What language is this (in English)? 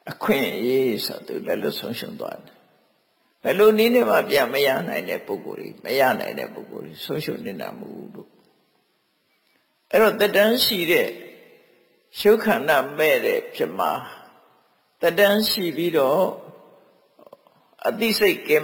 Burmese